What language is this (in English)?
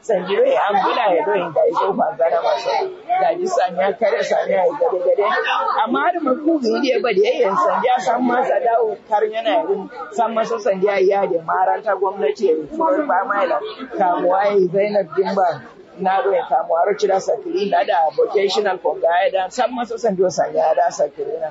Kanuri